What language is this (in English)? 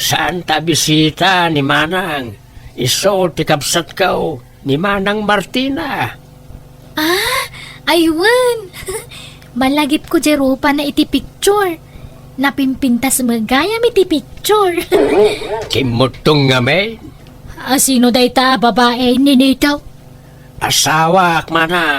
Iloko